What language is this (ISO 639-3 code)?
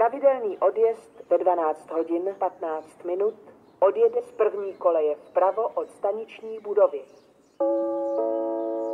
ces